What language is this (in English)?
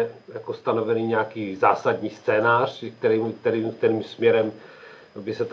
Czech